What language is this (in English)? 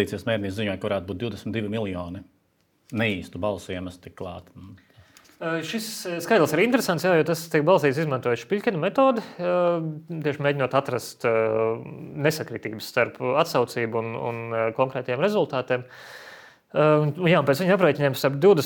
Latvian